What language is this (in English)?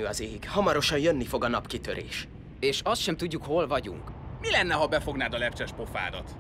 Hungarian